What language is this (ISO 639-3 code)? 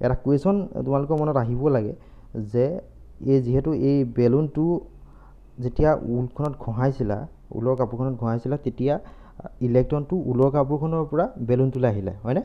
asm